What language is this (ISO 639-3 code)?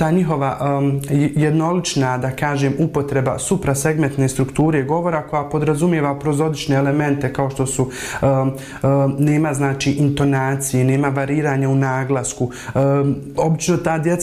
bos